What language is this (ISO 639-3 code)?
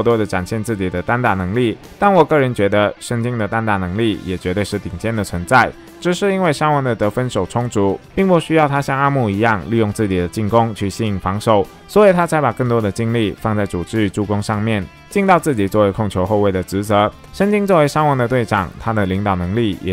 zho